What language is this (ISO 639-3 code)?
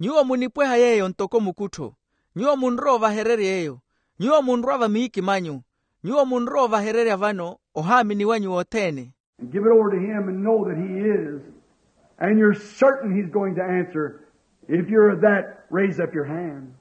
vmw